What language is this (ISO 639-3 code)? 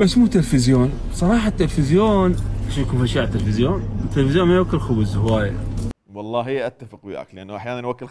acm